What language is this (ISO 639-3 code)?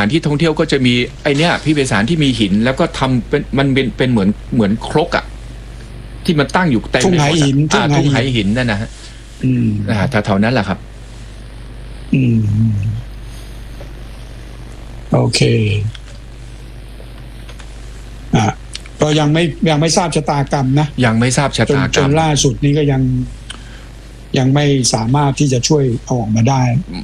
tha